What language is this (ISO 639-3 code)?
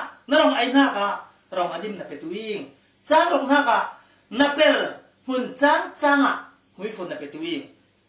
cfm